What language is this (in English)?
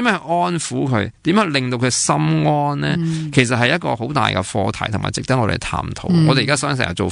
Cantonese